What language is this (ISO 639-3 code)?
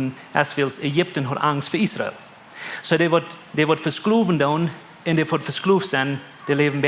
pdt